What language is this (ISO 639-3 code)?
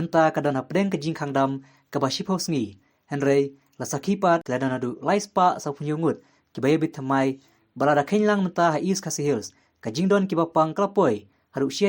kha